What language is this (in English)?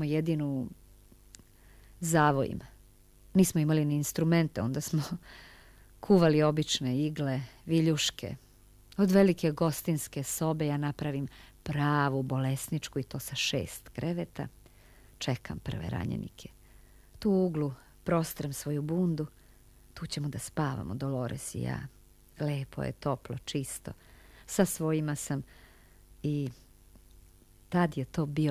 Serbian